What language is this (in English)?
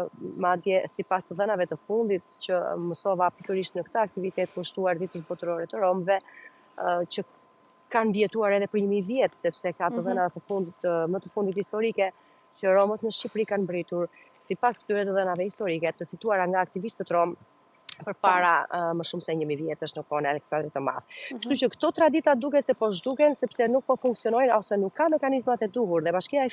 Albanian